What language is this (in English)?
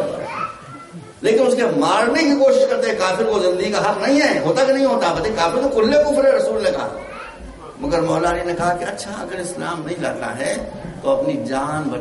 Urdu